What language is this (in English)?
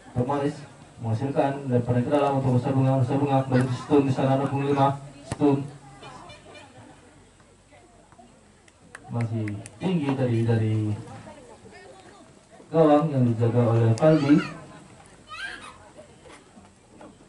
Indonesian